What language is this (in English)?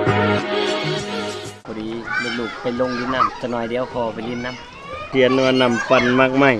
Lao